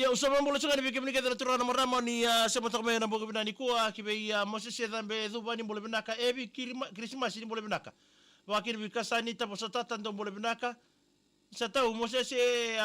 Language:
Fijian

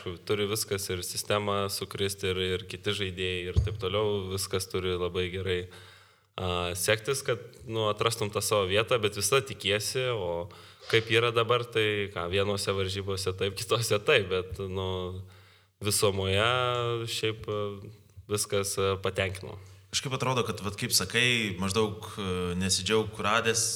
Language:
Lithuanian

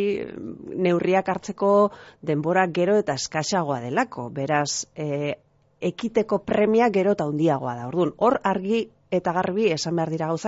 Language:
Basque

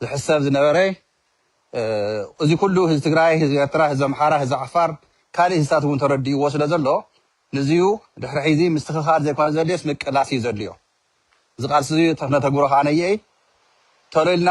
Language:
Tigrinya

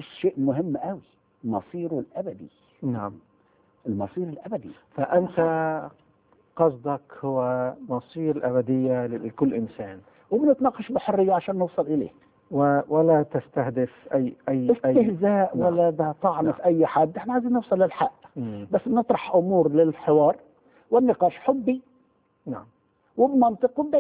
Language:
Egyptian Arabic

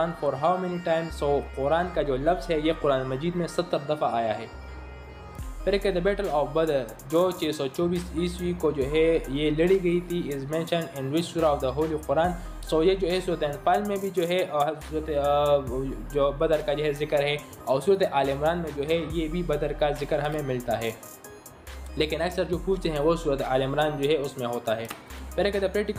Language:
Urdu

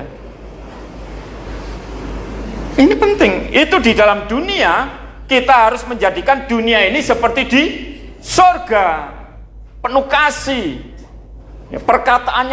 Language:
Indonesian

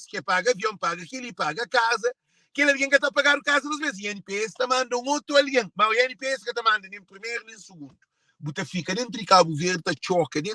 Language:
Kabuverdianu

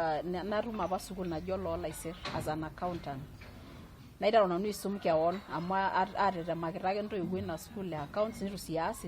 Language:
Masai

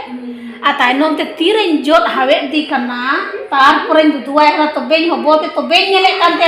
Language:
Santali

